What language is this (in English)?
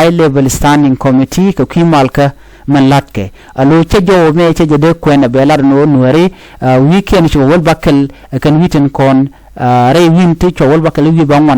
Nuer